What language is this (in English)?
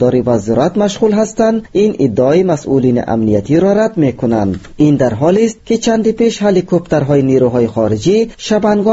Persian